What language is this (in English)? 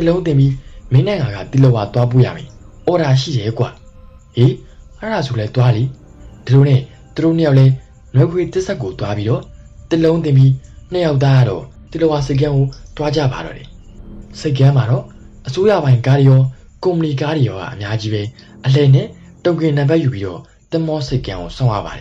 Burmese